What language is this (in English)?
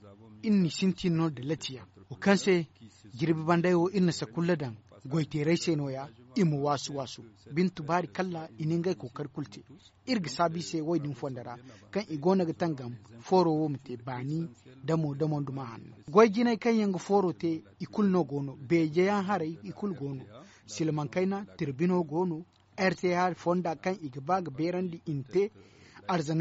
Zarma